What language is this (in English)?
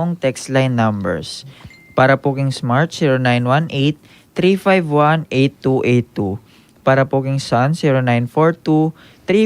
Pampanga